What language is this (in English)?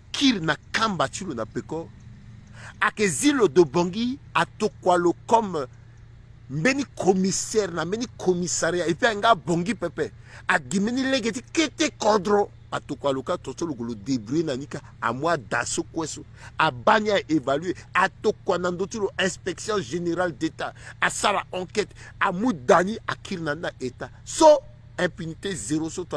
Sango